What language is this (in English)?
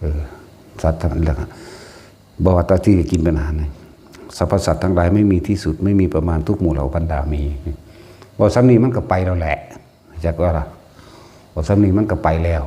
Northeastern Thai